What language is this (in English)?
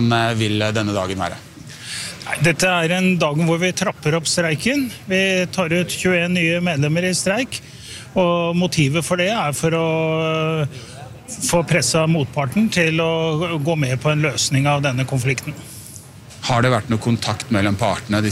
Norwegian